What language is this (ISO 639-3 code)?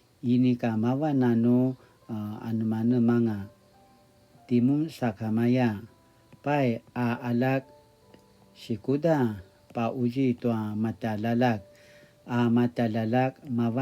pwn